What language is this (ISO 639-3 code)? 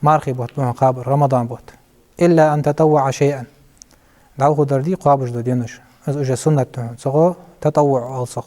inh